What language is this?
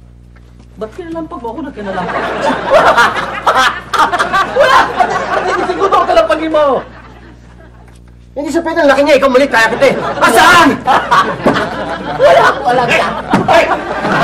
Filipino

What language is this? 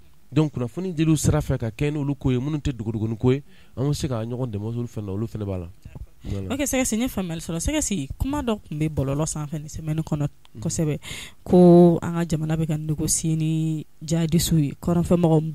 Bambara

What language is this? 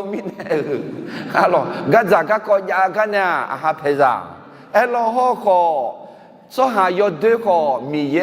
Akha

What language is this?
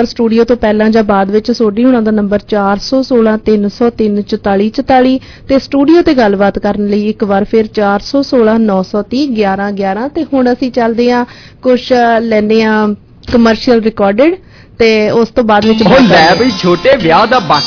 Punjabi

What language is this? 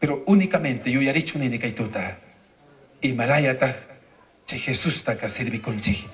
Chimborazo Highland Quichua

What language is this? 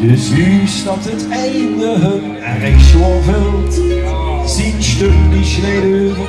Limburgish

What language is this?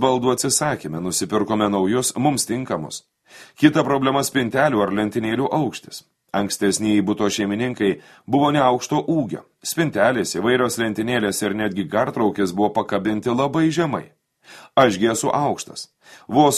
Lithuanian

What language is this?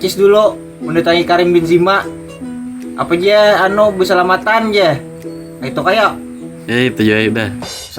Banjar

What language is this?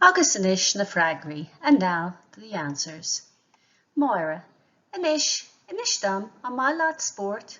Irish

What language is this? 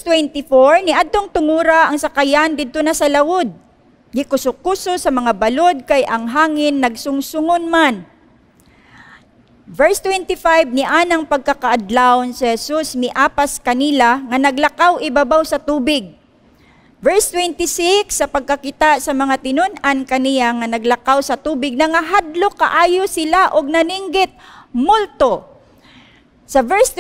Cebuano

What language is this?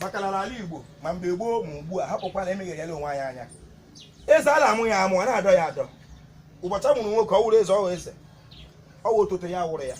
Igbo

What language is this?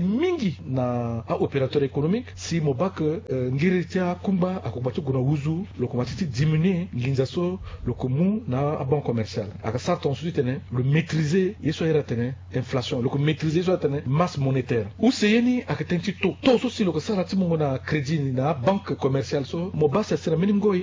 Sango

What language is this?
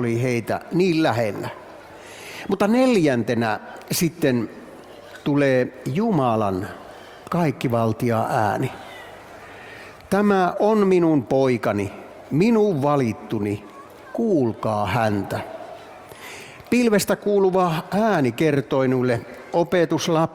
Finnish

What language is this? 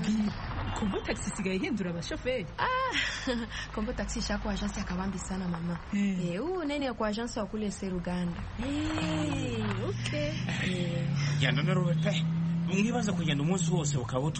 Kinyarwanda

